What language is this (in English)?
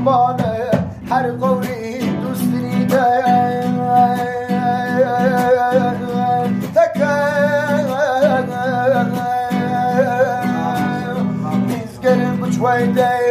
Persian